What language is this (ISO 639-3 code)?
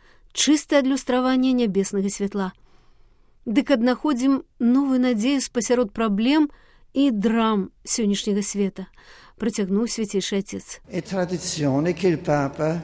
bel